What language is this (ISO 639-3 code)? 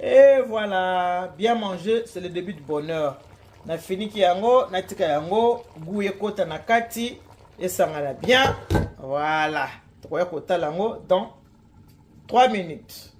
lin